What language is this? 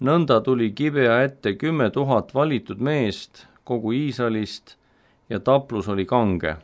Estonian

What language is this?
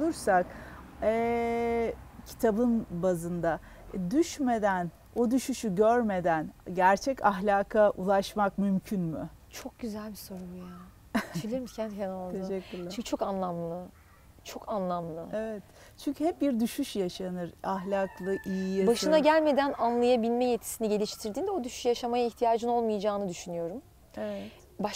Turkish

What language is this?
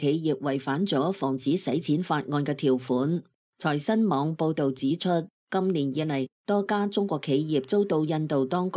Cantonese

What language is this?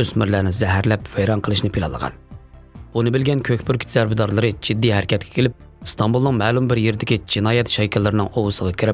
Uyghur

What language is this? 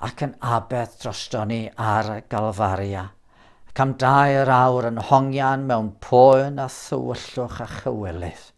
Welsh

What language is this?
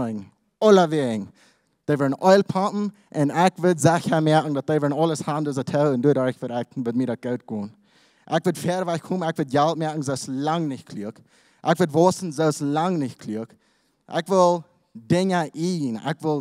Plautdietsch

